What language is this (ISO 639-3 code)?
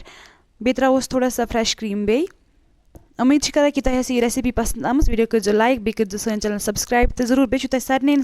kas